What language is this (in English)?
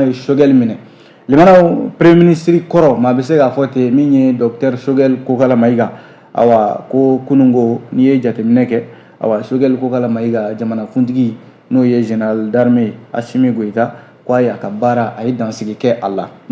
Bambara